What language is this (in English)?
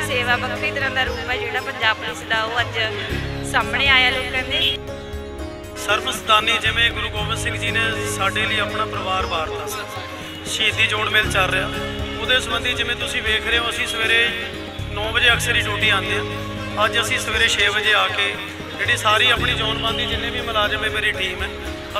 Punjabi